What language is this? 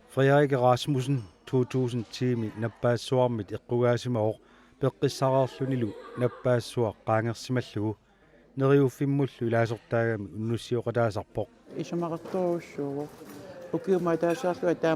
Kalaallisut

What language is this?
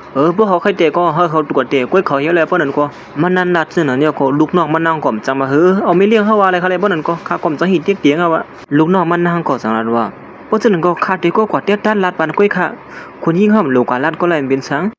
Shan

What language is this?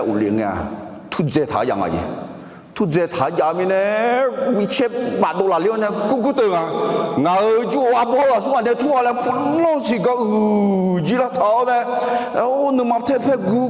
Akha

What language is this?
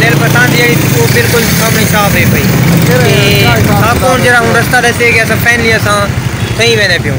Saraiki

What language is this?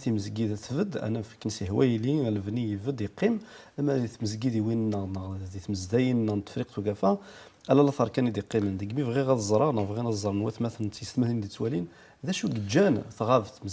Kabyle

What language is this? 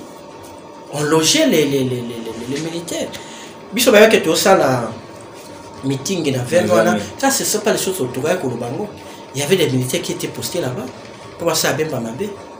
Lingala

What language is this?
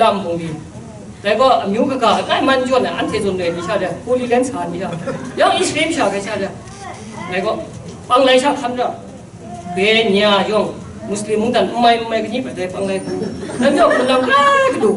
Kachin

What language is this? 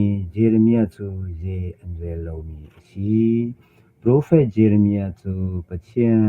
Hakha Chin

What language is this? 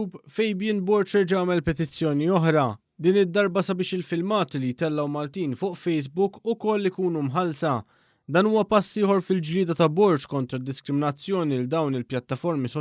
Maltese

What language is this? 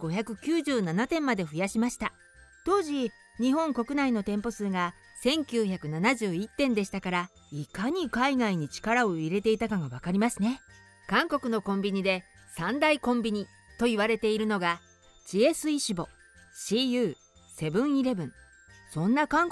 Japanese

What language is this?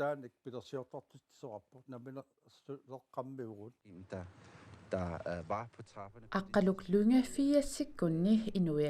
Kalaallisut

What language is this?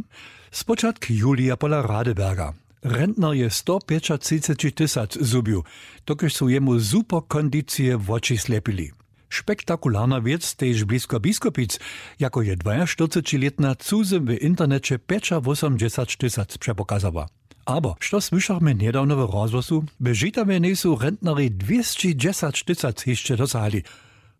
Upper Sorbian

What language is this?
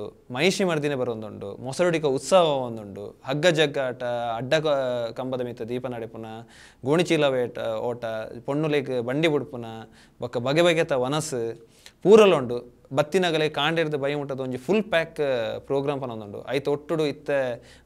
Tulu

